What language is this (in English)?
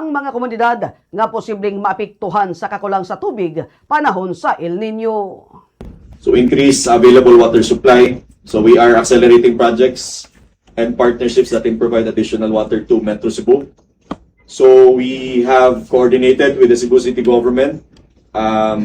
Cebuano